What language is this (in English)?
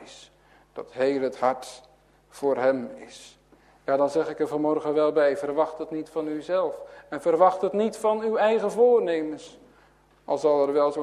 Dutch